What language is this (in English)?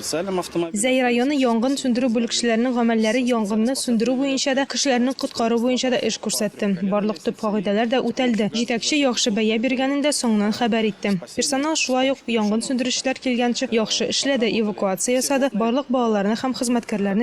Tatar